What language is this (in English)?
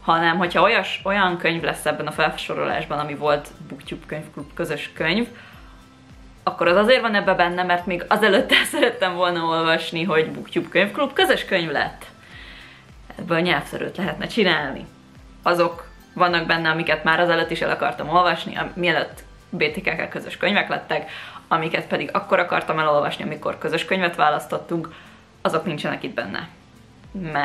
Hungarian